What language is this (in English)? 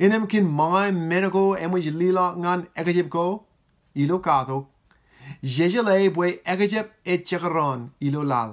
Marshallese